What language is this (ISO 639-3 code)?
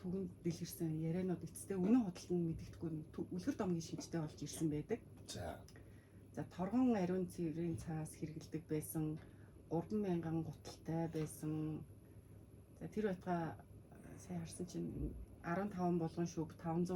mon